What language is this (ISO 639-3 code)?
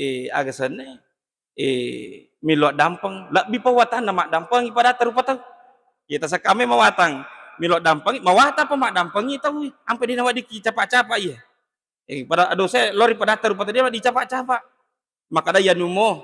bug